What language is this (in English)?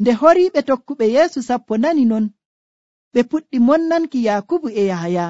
Nigerian Fulfulde